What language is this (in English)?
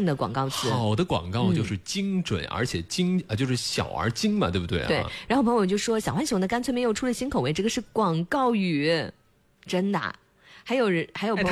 Chinese